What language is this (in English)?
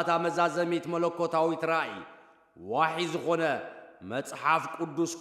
Tigrinya